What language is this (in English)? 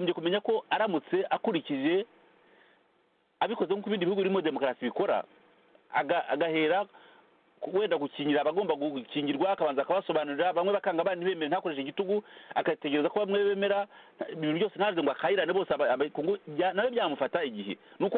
Kinyarwanda